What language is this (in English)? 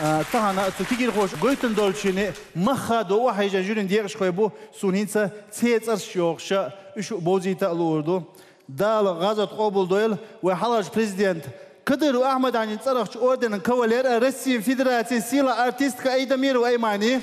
Chechen